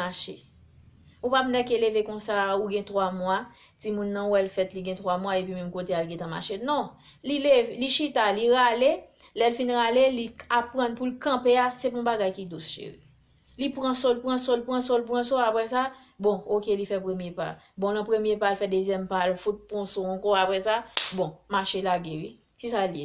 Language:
Haitian Creole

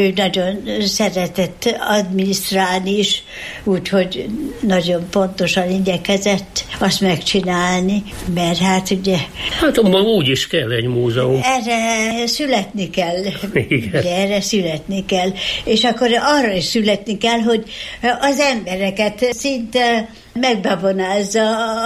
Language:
Hungarian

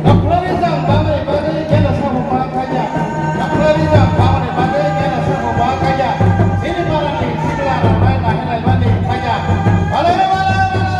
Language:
Kok Borok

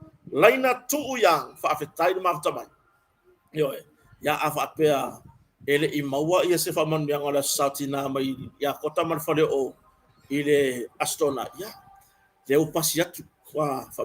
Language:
Samoan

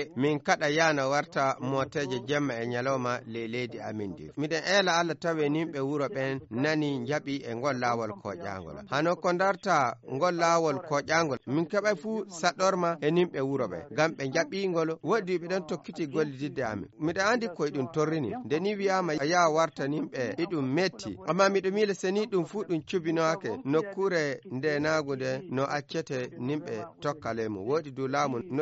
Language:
Fula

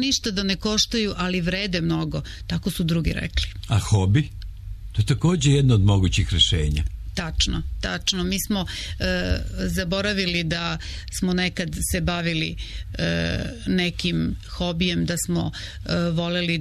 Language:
Serbian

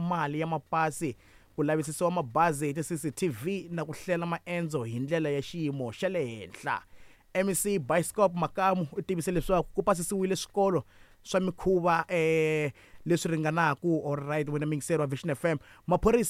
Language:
Tsonga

